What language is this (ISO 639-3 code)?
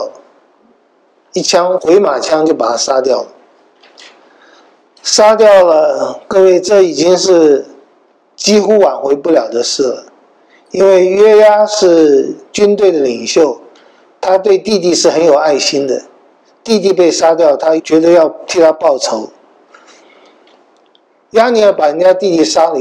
zho